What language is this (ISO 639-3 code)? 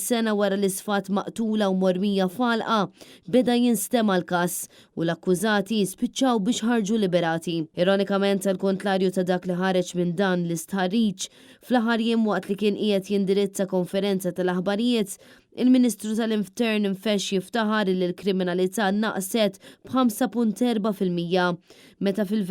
mlt